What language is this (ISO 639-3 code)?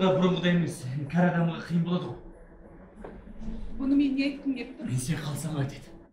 kaz